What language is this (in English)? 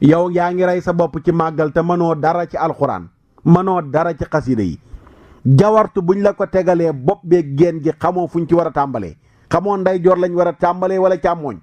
Wolof